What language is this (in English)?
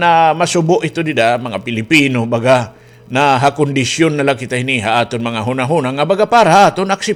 Waray